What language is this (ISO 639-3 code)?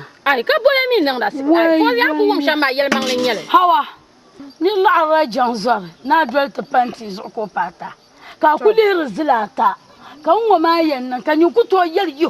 dag